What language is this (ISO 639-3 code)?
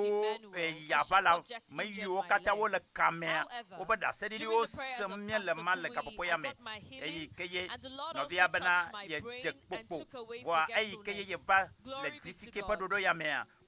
ewe